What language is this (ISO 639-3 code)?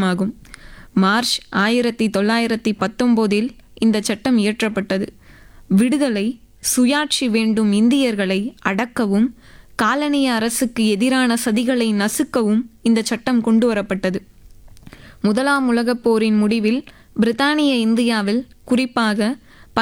tam